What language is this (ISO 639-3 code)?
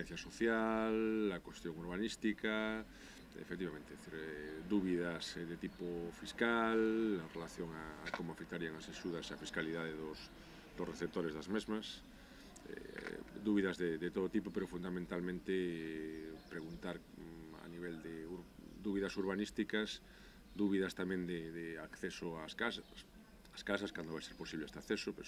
glg